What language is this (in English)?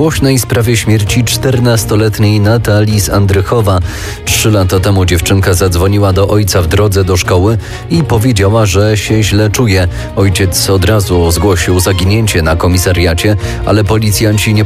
Polish